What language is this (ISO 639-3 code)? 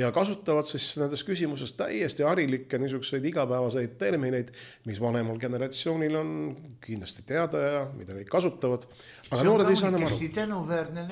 est